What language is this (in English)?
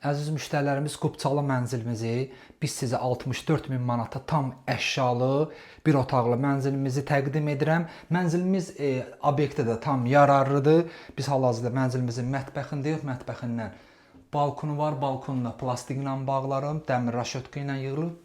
Azerbaijani